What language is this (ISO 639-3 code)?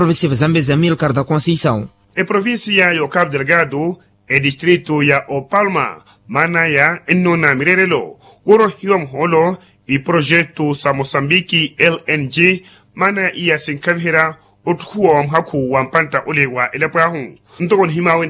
vmw